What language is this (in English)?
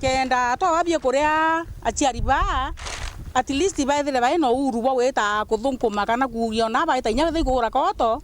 Meru